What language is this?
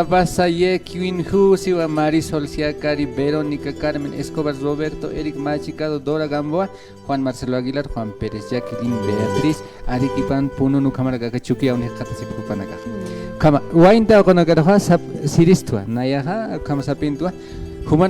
Aymara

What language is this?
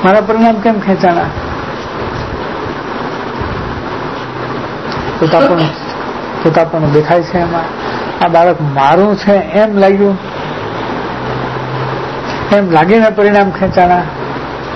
Gujarati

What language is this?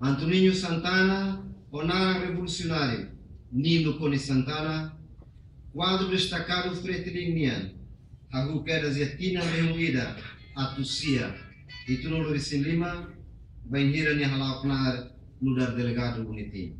Tetum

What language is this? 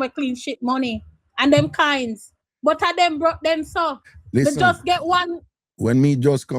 Jamaican Creole English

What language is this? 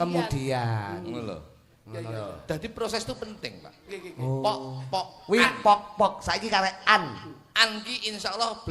Javanese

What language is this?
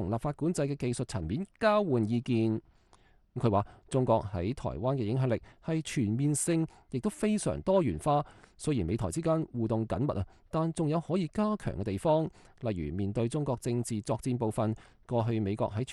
Cantonese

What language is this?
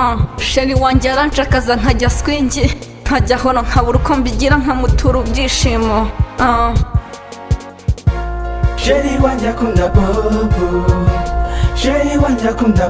Kinyarwanda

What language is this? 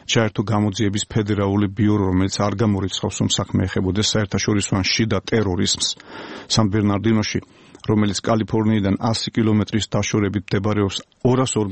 Georgian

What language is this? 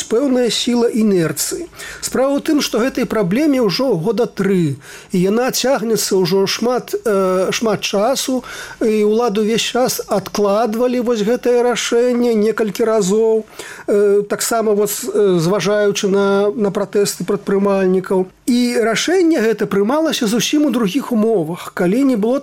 Belarusian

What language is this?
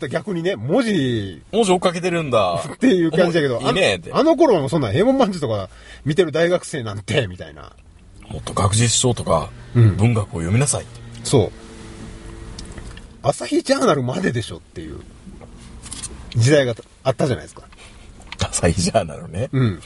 Japanese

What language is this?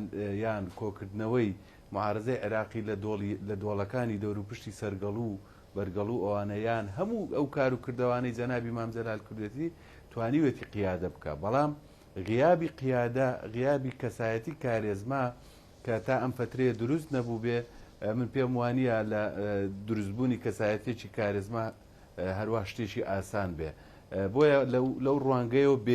Central Kurdish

